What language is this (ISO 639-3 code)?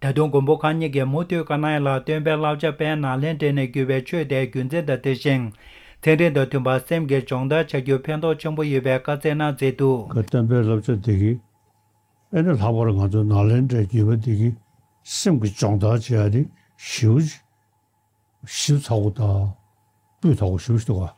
bod